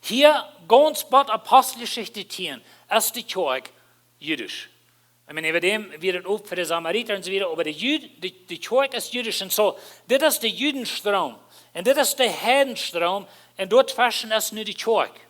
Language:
Plautdietsch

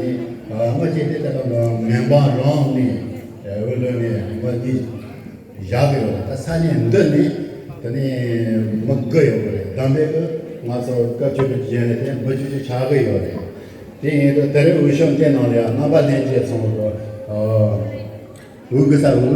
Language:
Tibetan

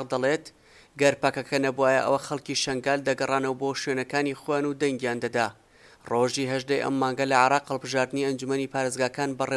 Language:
Central Kurdish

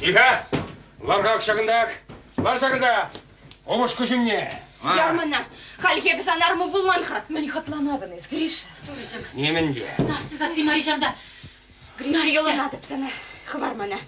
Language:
Chuvash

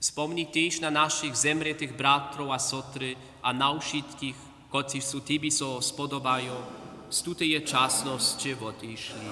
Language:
Upper Sorbian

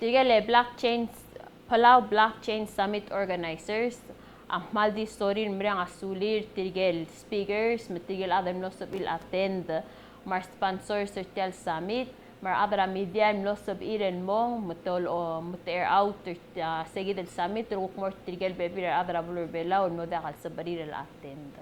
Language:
Palauan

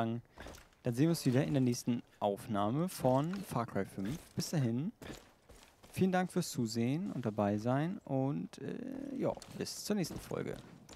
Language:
German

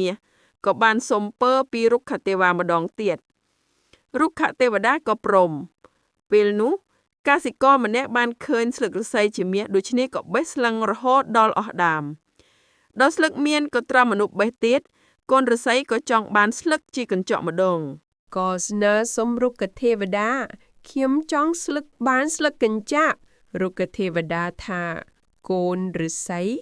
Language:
Khmer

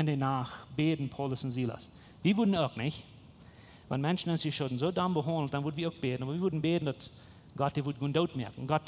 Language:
Plautdietsch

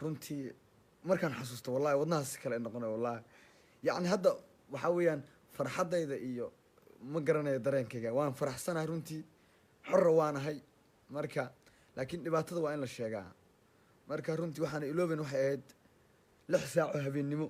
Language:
Somali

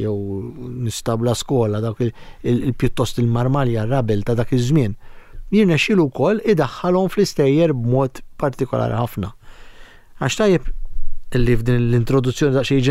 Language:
Maltese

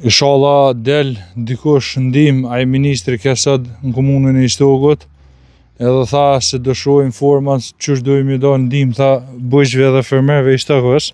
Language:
Albanian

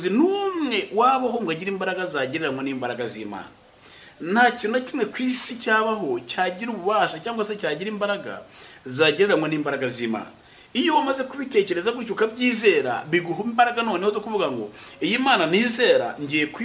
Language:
Kinyarwanda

